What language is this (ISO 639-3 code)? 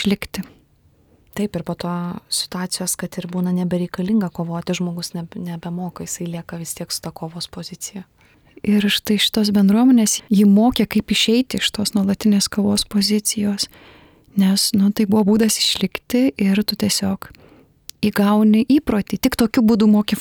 lit